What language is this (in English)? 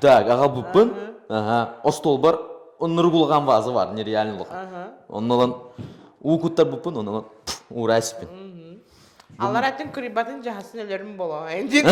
Yakut